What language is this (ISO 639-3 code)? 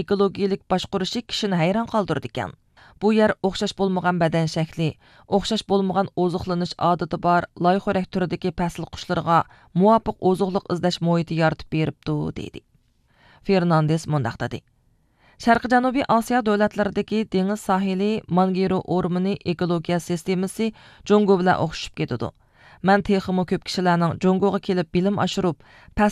uig